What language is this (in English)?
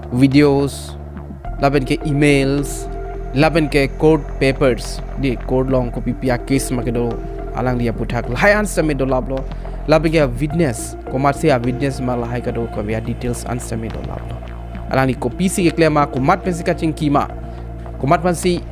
Karbi